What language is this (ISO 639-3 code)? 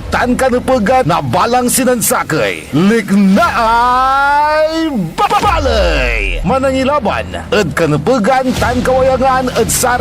pag